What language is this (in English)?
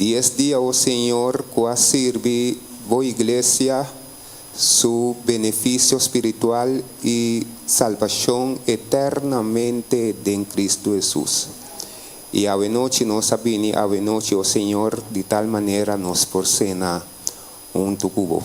Papiamento